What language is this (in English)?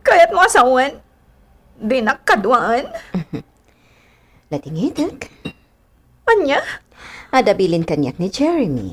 Iloko